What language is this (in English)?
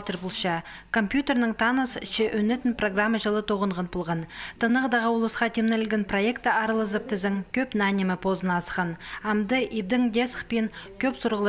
Khakas